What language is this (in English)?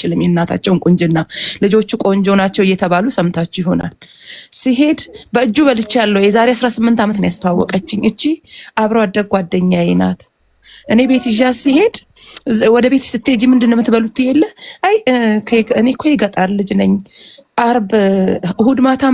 Amharic